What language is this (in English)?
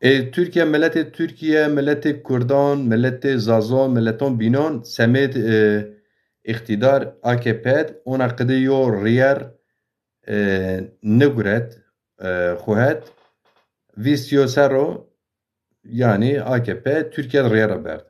Zaza